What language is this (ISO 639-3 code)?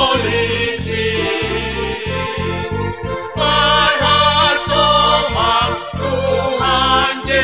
bts